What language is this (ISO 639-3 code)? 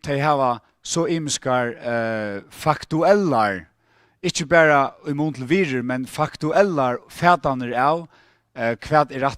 fao